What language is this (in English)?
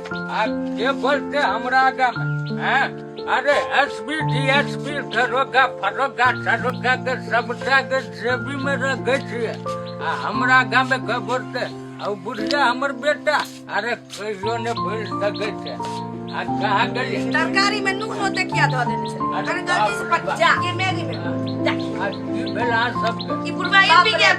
Maithili